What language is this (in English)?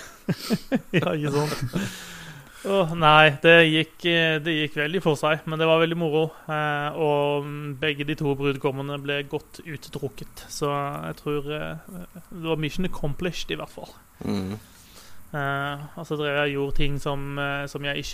Norwegian